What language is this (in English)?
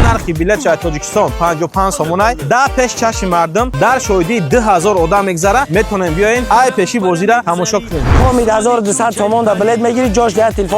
Tajik